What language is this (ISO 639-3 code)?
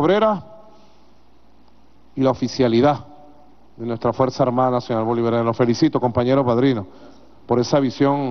spa